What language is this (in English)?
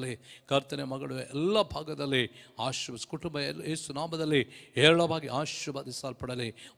Kannada